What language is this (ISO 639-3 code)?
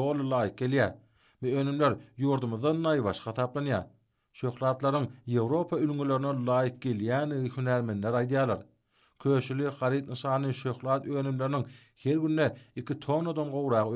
tuk